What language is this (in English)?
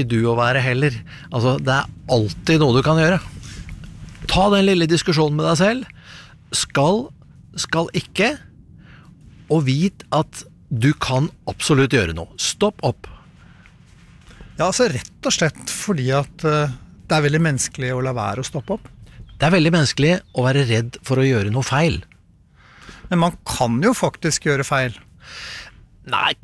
Norwegian